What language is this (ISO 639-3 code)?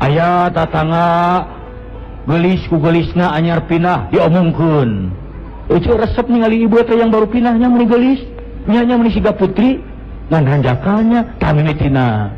sun